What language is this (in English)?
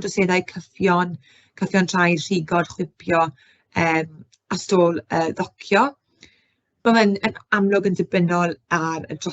Welsh